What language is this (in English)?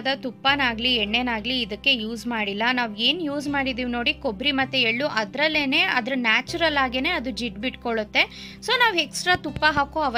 Kannada